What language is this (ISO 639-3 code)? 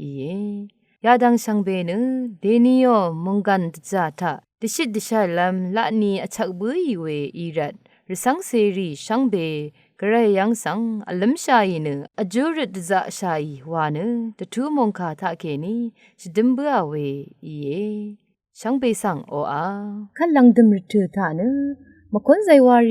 raw